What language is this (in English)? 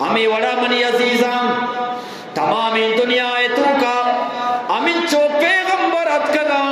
Eastern Balochi